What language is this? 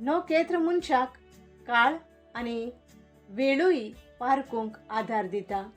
Konkani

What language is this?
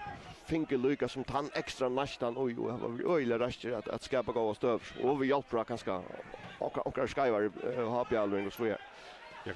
Faroese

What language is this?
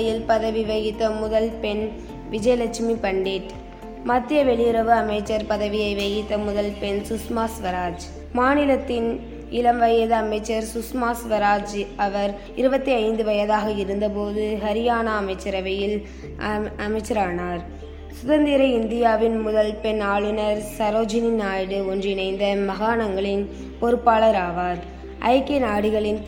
Tamil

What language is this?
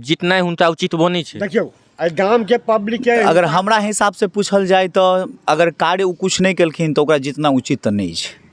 Maithili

